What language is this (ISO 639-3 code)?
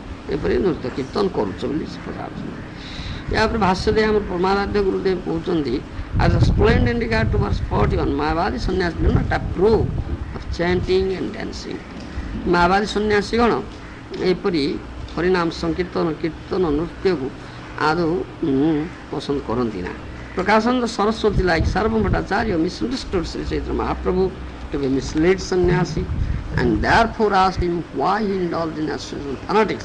ori